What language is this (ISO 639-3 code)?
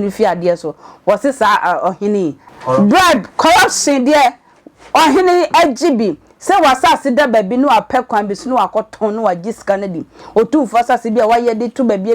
aka